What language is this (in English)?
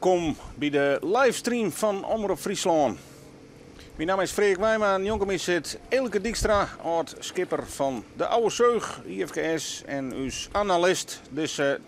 Western Frisian